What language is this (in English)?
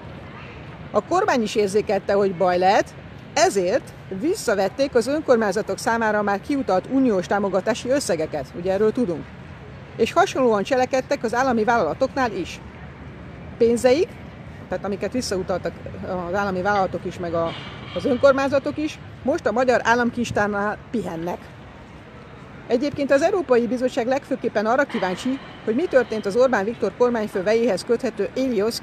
Hungarian